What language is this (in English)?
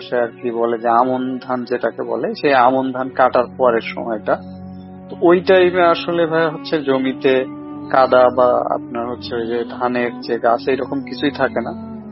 Bangla